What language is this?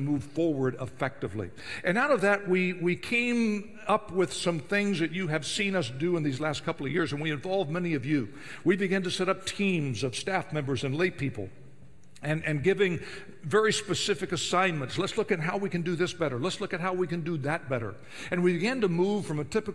English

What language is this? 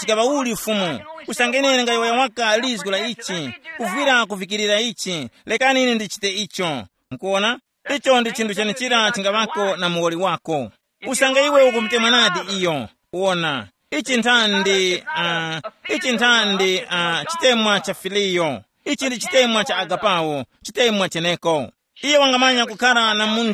Tumbuka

